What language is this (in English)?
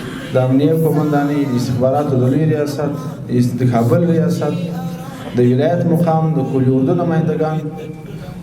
Pashto